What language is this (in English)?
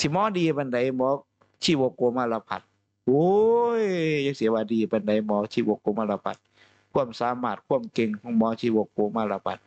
Northeastern Thai